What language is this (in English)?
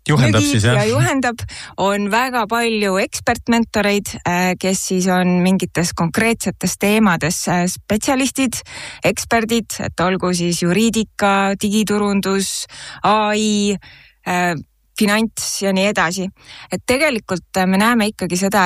Estonian